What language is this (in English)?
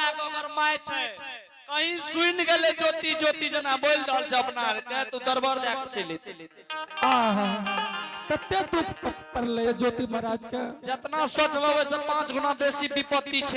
Angika